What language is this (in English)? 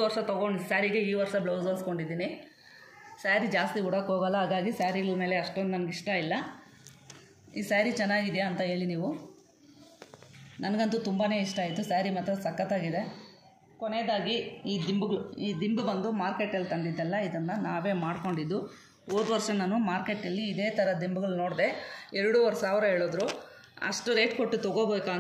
Kannada